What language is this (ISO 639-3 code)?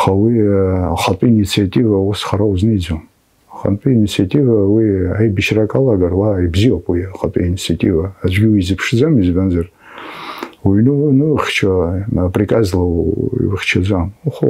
abk